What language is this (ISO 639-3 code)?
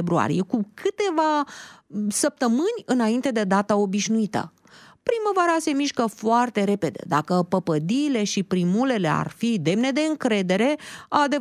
ron